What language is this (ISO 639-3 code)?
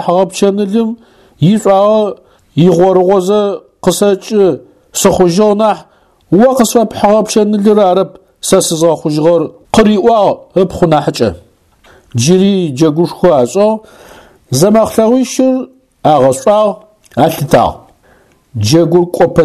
ady